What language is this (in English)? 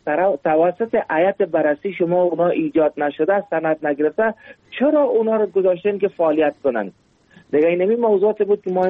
Persian